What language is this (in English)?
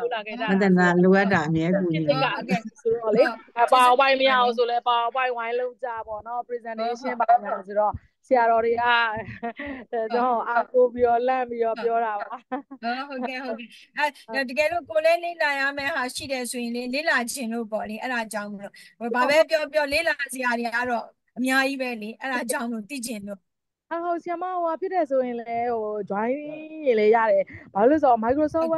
Burmese